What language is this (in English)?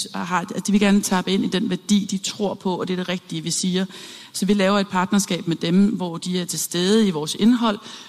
Danish